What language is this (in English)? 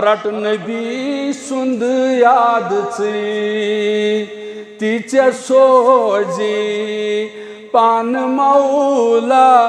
Kashmiri